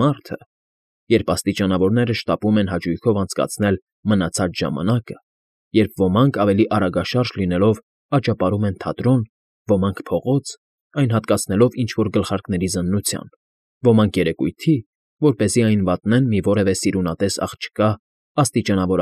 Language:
Armenian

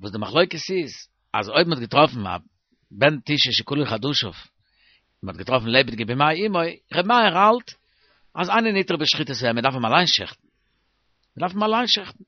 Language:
Yiddish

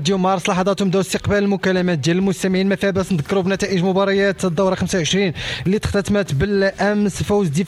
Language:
Moroccan Arabic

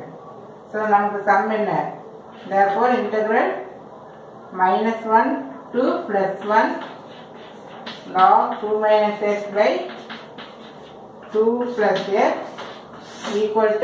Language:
Tamil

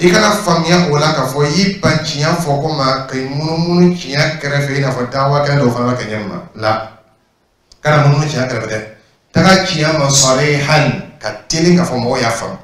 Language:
Dyula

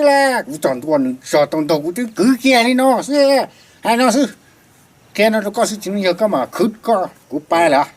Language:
Hmong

